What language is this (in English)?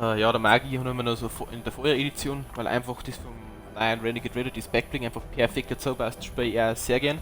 Bavarian